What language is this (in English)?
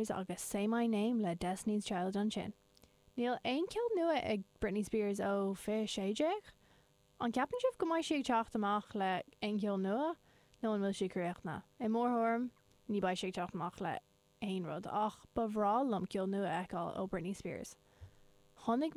Irish